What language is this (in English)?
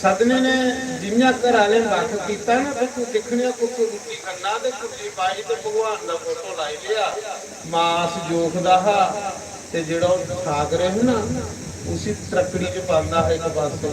Dogri